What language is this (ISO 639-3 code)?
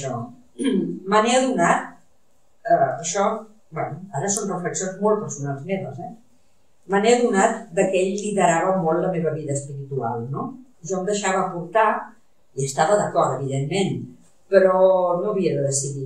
cat